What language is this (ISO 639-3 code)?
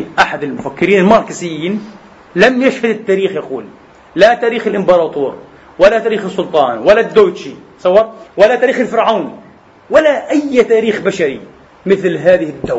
ara